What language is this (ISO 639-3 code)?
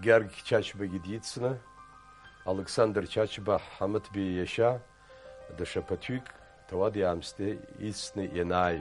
abk